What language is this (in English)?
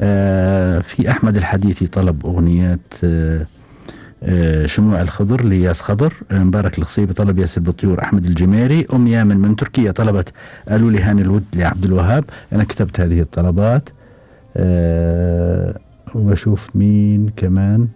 Gulf Arabic